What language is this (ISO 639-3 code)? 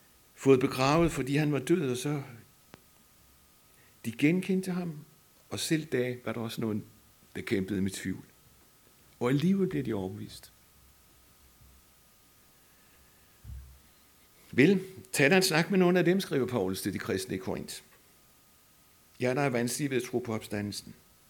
dan